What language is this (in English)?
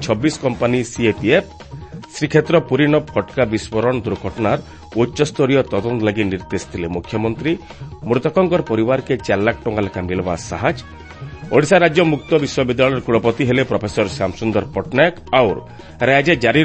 Odia